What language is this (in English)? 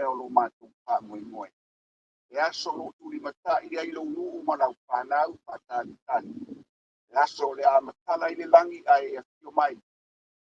Samoan